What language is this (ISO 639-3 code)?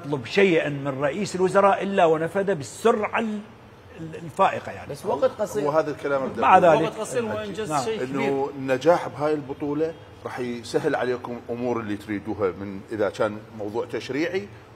acm